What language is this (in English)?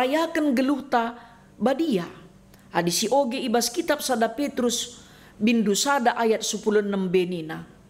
Batak Karo